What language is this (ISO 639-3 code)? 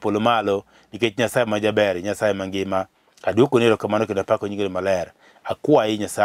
luo